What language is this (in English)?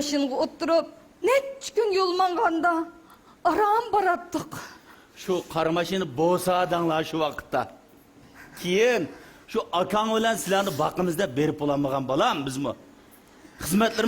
Uyghur